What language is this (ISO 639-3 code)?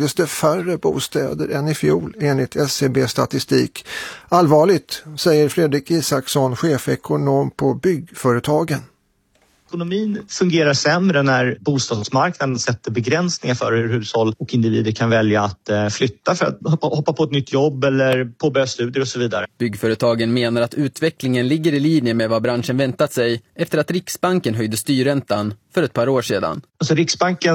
swe